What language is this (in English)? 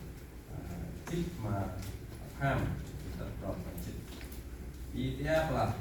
Central Mnong